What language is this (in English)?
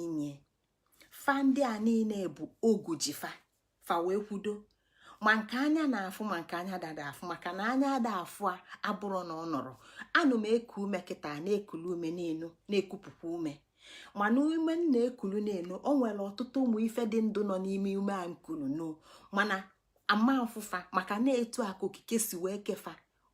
Igbo